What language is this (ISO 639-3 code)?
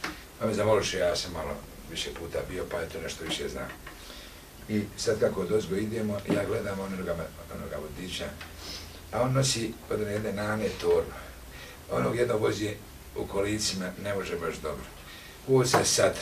bos